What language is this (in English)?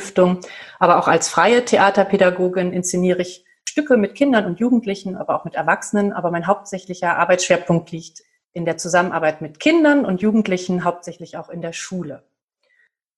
German